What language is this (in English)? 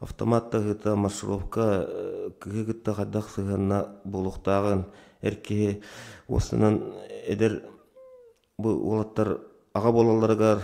Yakut